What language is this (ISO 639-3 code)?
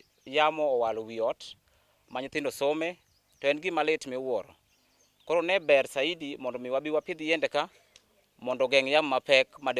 luo